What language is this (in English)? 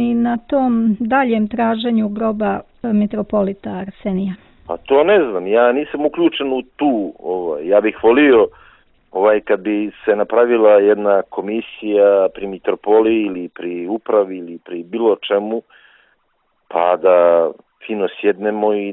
Serbian